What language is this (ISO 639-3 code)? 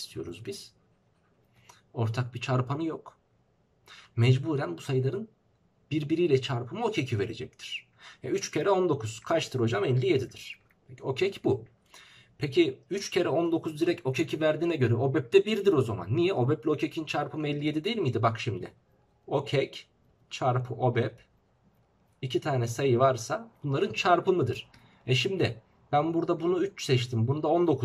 tur